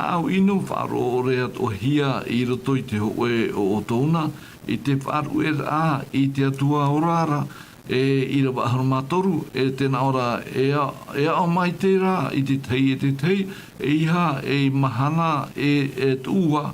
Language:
Tahitian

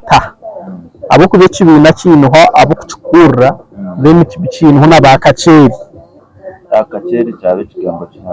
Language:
Nyankole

